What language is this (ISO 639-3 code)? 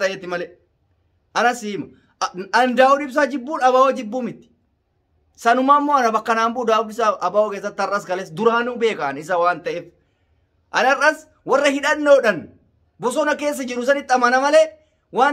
orm